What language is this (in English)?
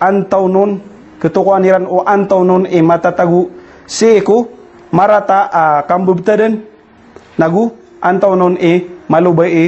Maranao